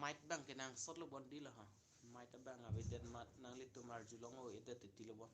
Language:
Karbi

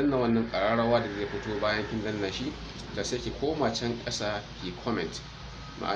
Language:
Hausa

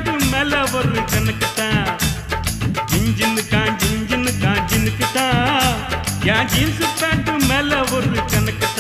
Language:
Tamil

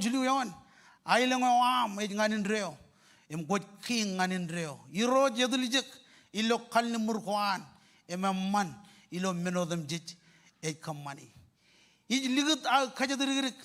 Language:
Marshallese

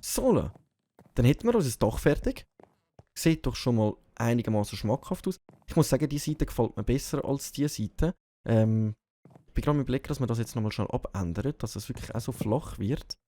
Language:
Swiss German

